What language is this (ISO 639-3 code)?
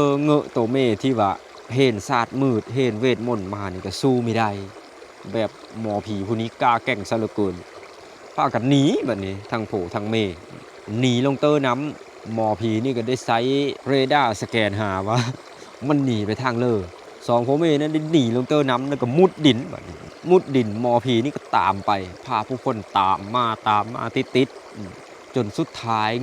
lao